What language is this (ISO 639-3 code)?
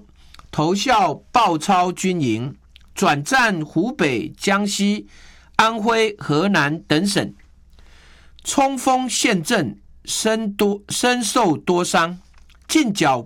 zho